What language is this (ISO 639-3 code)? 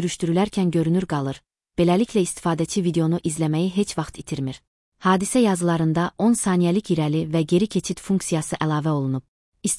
aze